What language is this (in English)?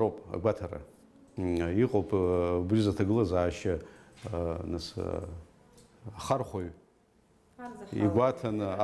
Abkhazian